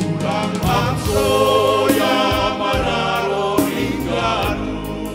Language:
Batak Simalungun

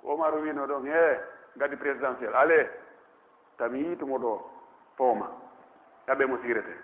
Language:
Pular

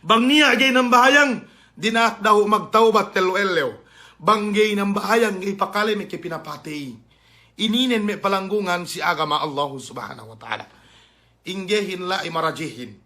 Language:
Yakan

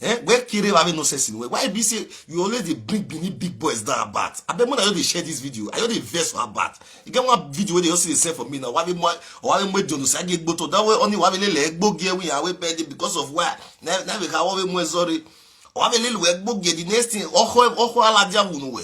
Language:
Nigerian Pidgin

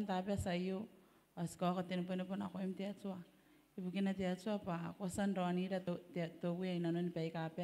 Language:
Gilbertese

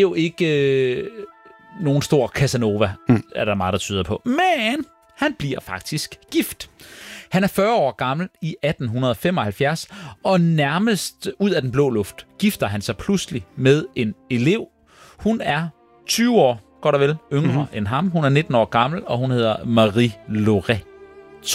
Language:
Danish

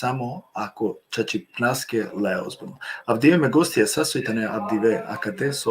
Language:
Balkan Romani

